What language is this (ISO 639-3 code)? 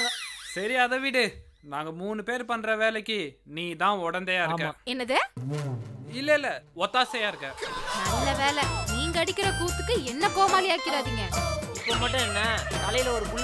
tam